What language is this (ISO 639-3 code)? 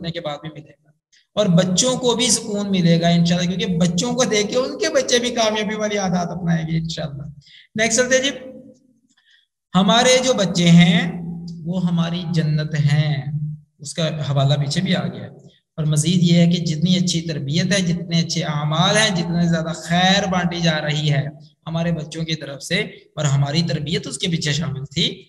urd